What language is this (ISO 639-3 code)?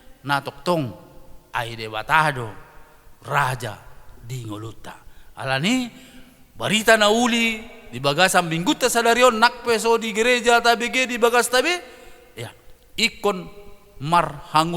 bbc